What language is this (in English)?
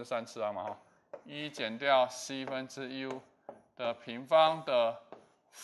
Chinese